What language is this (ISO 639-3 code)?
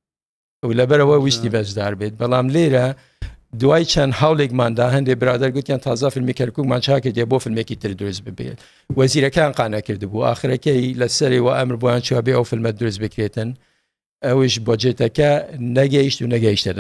ckb